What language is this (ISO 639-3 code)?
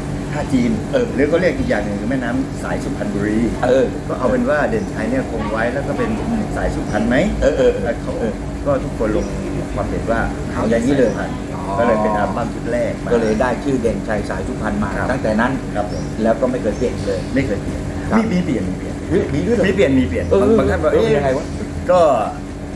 tha